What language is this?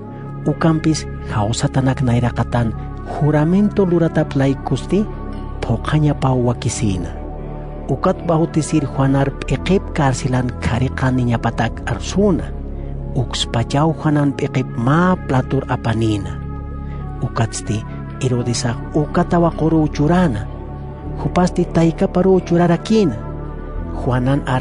Aymara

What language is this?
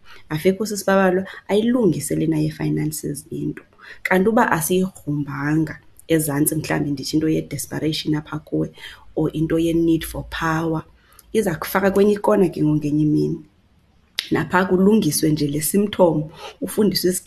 Xhosa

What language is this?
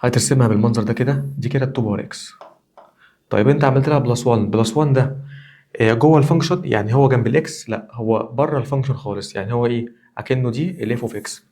Egyptian Arabic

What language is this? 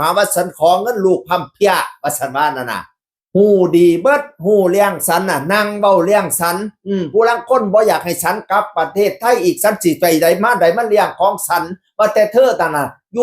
Northeastern Thai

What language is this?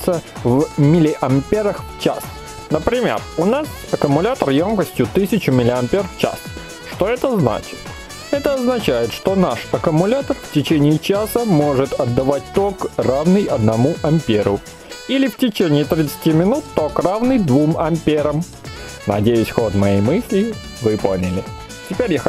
Russian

